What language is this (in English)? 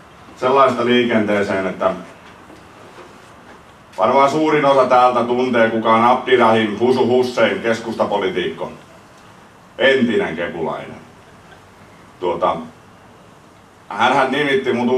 Finnish